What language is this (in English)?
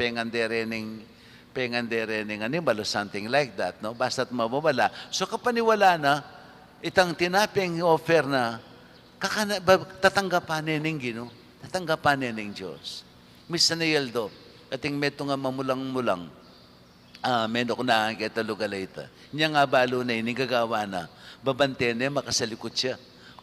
Pampanga